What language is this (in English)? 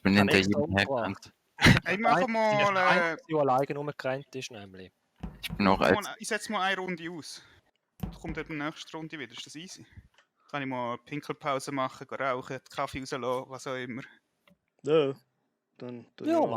Swiss German